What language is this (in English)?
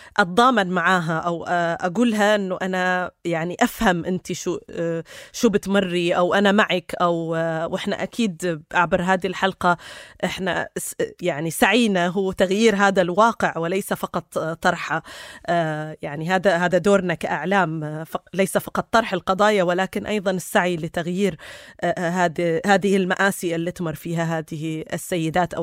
North Levantine Arabic